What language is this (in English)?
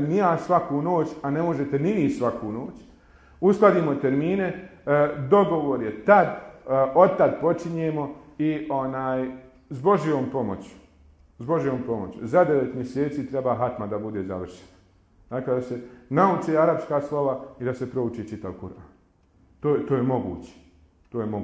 Bosnian